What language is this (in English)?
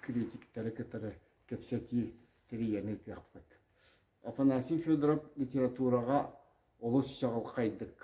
Yakut